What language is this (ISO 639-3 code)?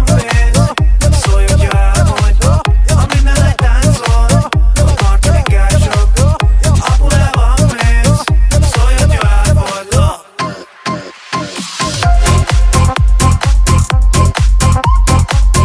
hun